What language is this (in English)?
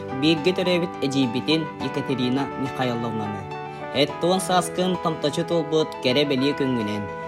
Yakut